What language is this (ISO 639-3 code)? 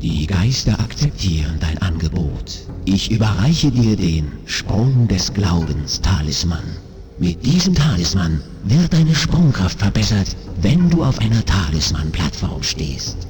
bar